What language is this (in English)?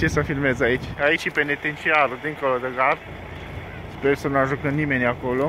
Romanian